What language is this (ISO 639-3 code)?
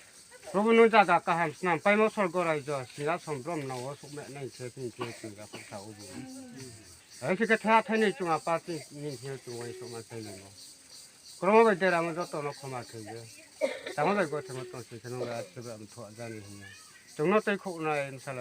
ria